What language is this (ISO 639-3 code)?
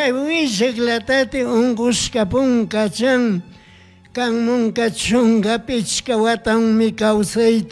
qug